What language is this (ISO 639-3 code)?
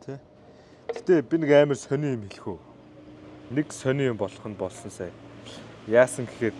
mon